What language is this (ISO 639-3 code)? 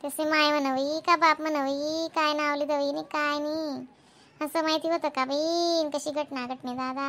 khn